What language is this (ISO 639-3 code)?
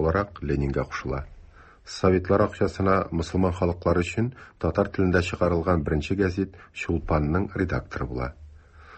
tat